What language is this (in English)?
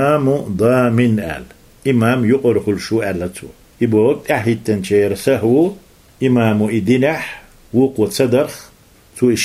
Chechen